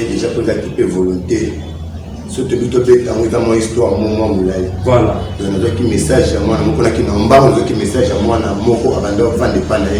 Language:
Lingala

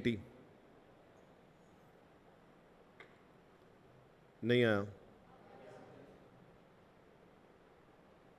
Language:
Hindi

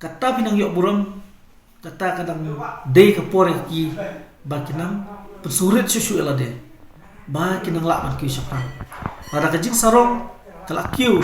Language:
Khasi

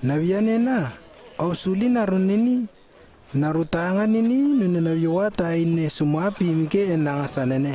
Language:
Lewo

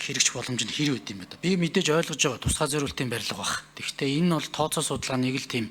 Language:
Mongolian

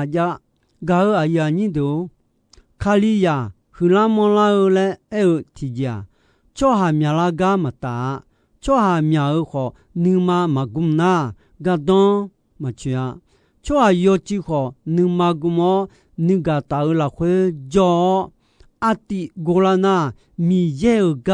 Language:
Akha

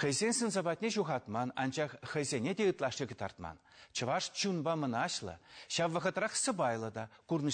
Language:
Chuvash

